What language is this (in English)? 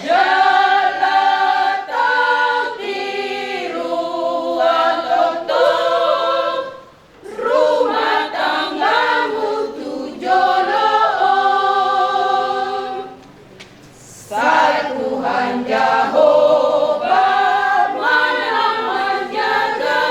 Batak Toba